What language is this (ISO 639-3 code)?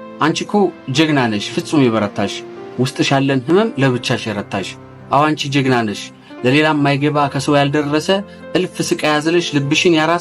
amh